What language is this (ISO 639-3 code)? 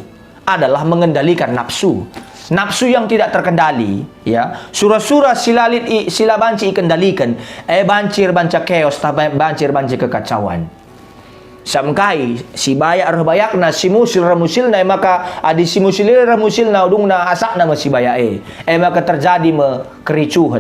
btx